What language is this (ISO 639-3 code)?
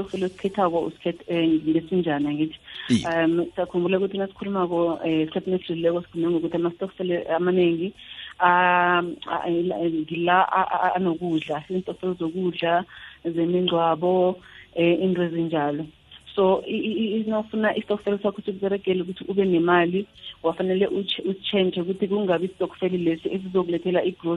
nbl